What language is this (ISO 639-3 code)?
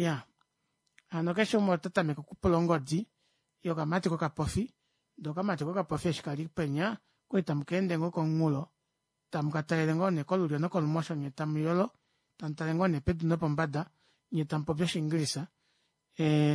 kua